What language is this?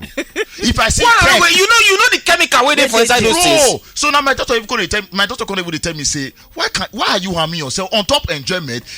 Nigerian Pidgin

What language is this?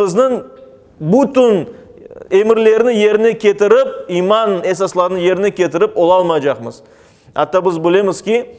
Crimean Tatar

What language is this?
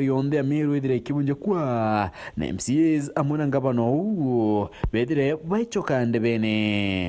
Meru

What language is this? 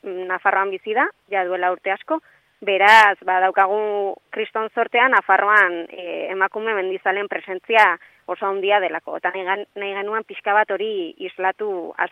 Basque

